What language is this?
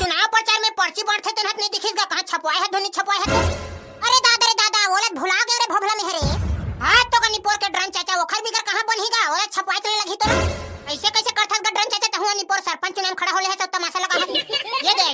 Chhattisgarhi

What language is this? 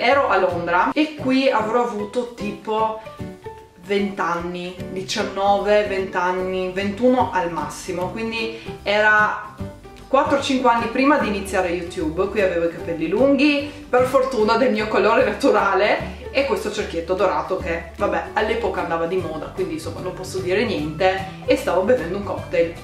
Italian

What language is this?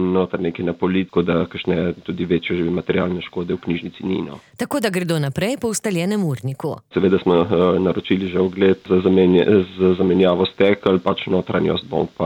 Slovenian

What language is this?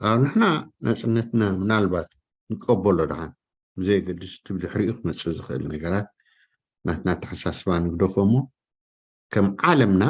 Tigrinya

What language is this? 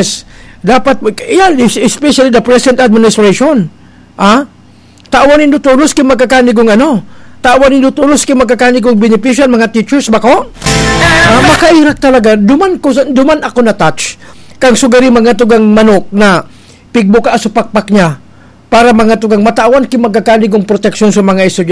Bikol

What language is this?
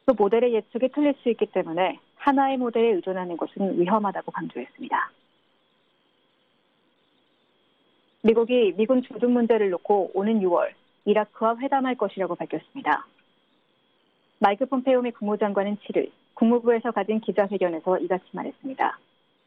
Korean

